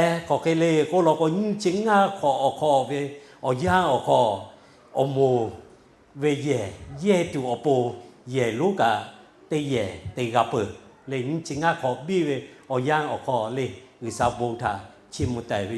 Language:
Lahu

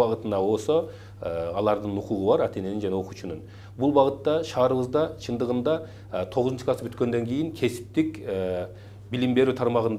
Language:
Kyrgyz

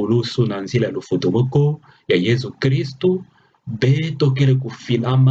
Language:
Kituba (Democratic Republic of Congo)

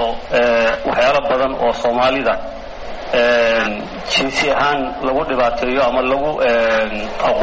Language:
Somali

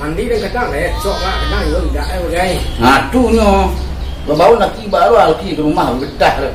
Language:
Minangkabau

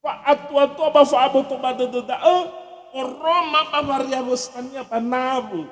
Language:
Nias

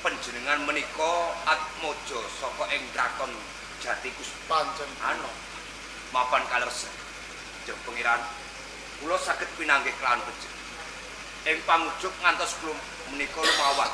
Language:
Javanese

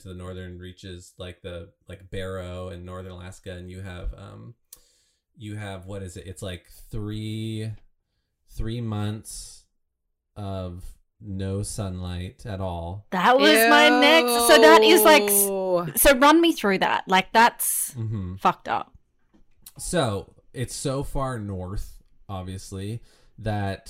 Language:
English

